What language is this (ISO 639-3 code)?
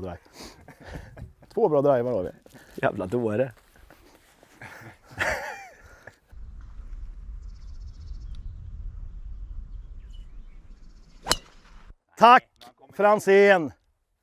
swe